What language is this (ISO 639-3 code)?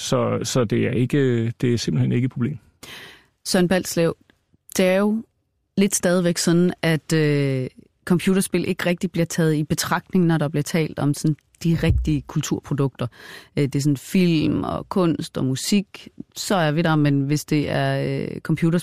dan